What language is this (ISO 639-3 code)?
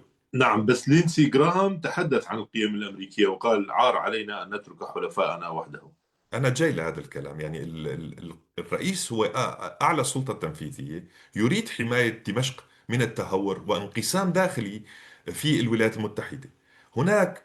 apc